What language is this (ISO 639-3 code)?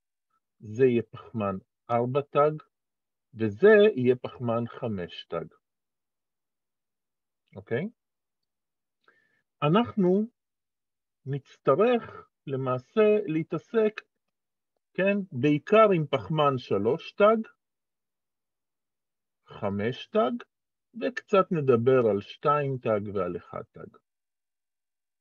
heb